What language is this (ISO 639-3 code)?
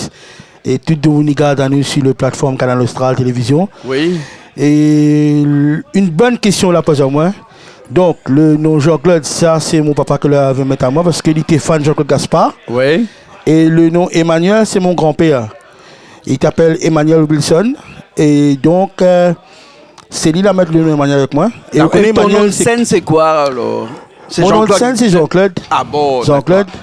rcf